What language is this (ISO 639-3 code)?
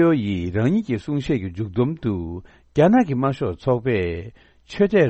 bod